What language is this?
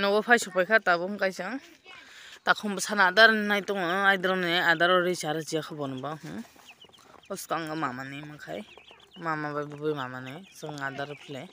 Kok Borok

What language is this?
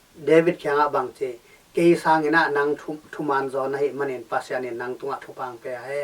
Tedim Chin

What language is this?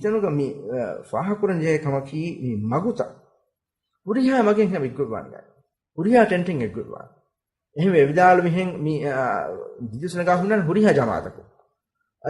Divehi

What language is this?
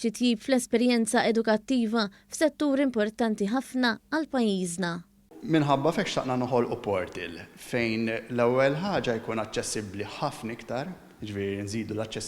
Maltese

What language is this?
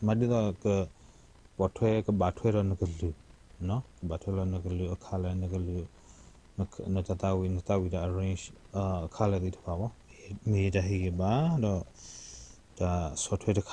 S'gaw Karen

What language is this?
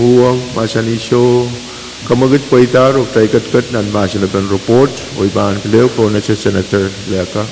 Pohnpeian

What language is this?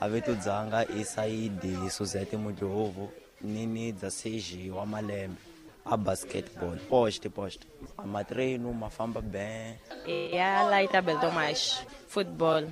Tsonga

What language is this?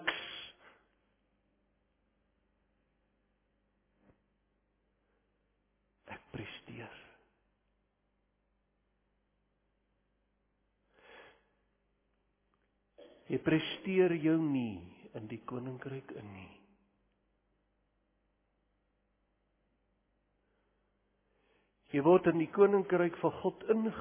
Afrikaans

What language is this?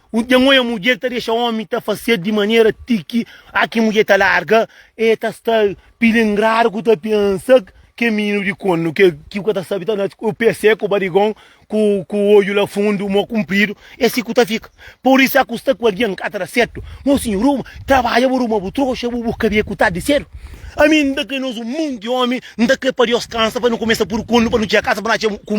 Kabuverdianu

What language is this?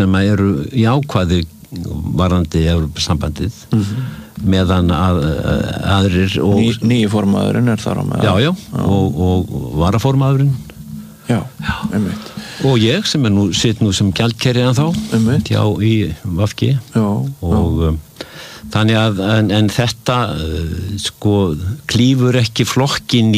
Icelandic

